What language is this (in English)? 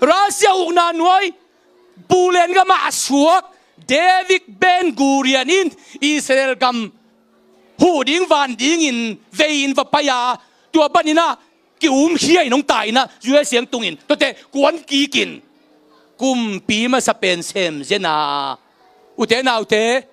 Tedim Chin